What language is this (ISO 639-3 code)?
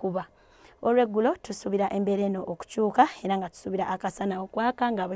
lug